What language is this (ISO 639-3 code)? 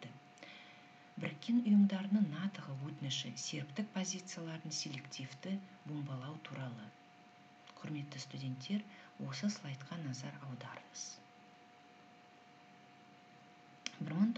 kaz